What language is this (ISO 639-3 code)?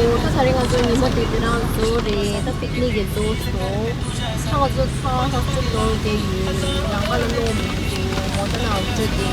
bod